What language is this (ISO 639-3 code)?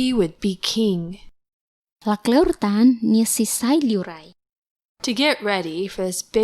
tet